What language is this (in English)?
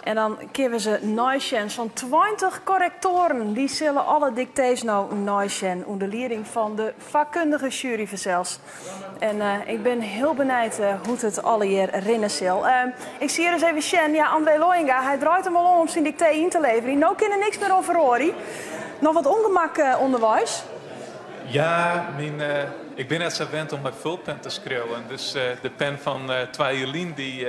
Western Frisian